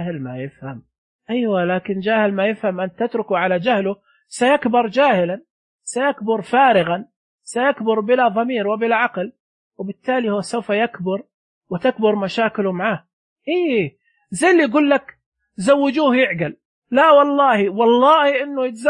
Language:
Najdi Arabic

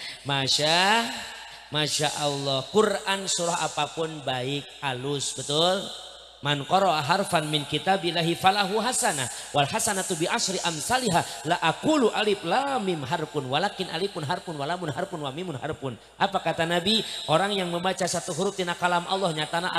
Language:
Sundanese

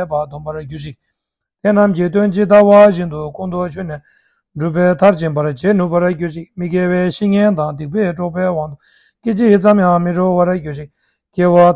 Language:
Tibetan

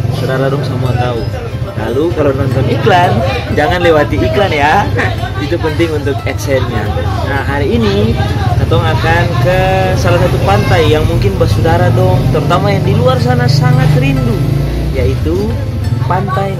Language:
Ambonese Malay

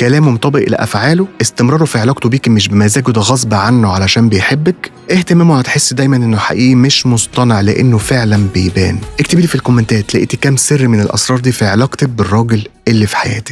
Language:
Egyptian Arabic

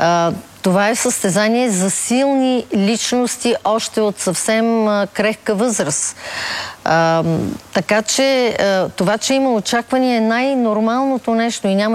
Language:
Bulgarian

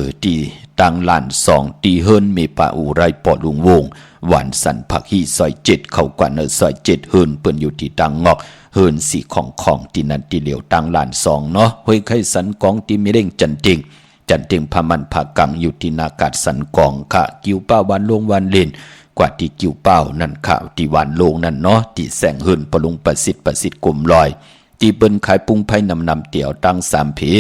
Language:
Shan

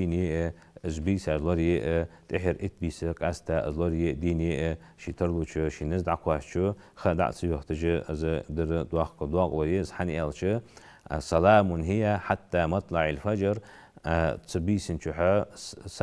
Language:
Ingush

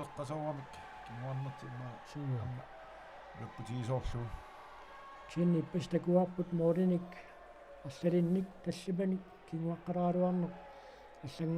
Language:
Kalaallisut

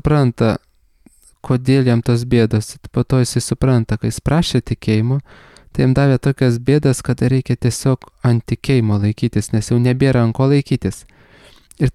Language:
Lithuanian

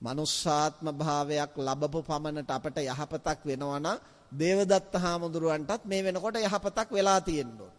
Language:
Sinhala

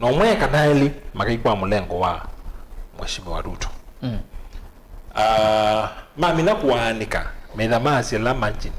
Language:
Kamba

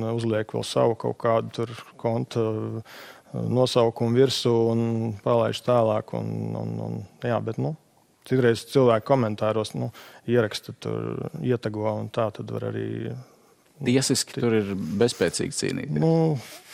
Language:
Latvian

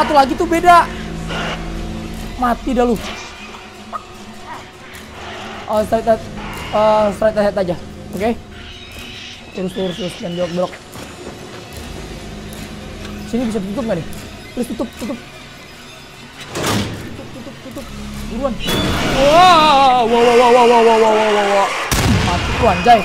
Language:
Indonesian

